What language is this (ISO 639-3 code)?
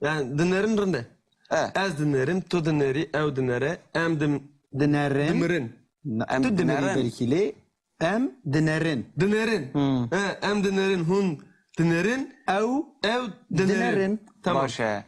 kur